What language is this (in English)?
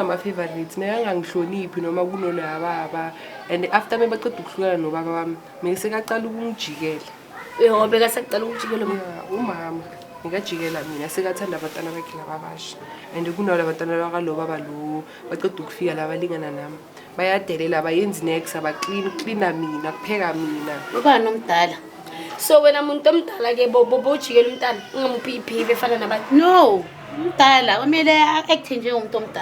Zulu